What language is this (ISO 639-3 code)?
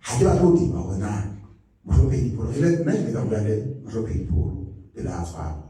sot